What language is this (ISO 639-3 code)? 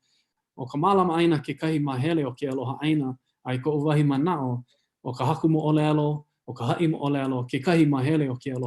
haw